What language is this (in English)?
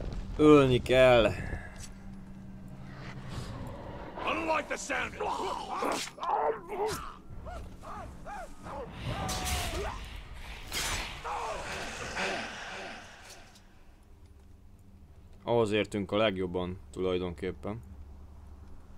Hungarian